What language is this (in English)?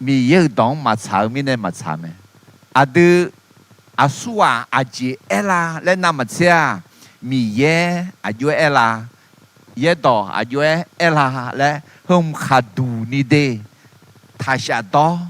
Akha